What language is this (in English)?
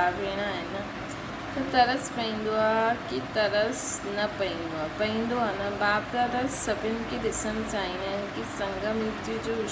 Sindhi